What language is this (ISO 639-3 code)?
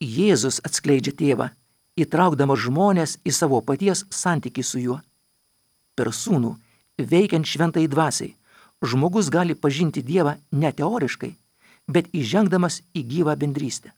lit